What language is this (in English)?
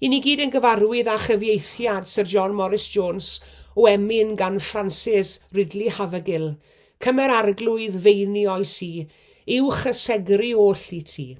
Welsh